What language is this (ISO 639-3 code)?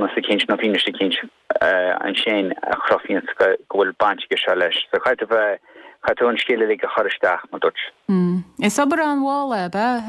gle